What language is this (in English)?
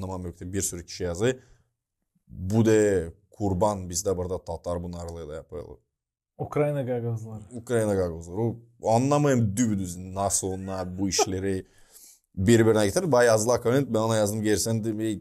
Gagauz